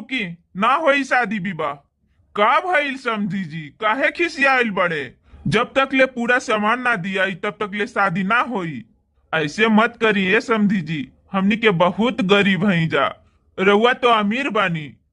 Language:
Bhojpuri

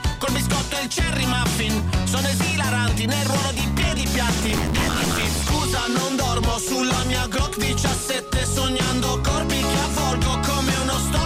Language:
Italian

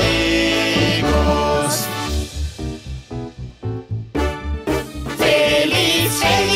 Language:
Portuguese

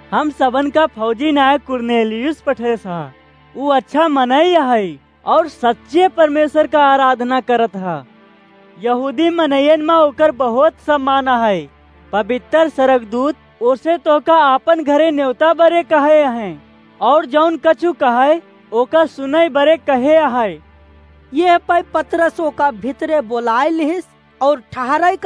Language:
Awadhi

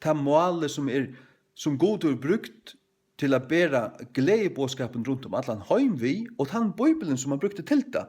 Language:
Faroese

